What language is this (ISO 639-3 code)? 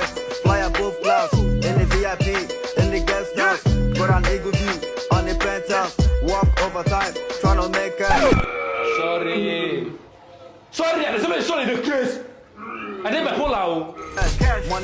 pcm